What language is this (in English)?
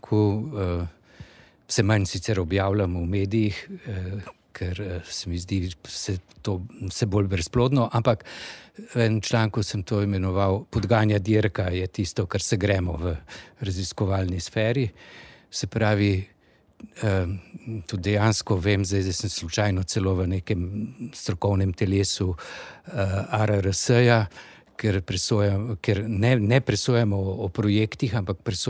Slovenian